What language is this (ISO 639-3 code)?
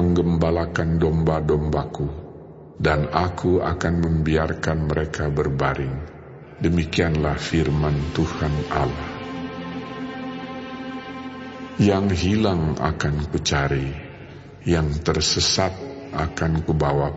ind